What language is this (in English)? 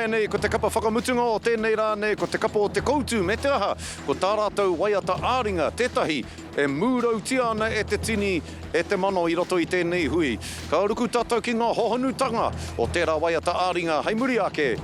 Māori